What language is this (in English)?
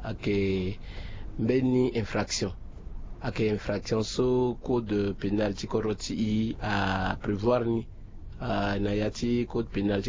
Sango